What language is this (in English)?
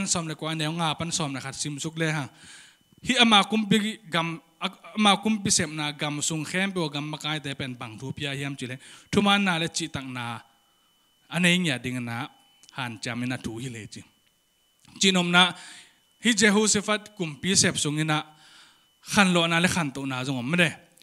Tedim Chin